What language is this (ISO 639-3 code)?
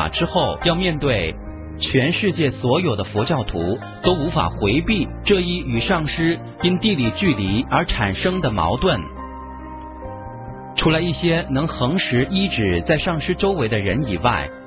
zho